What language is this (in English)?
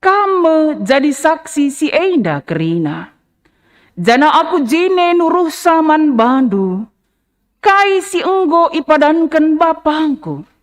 Batak Karo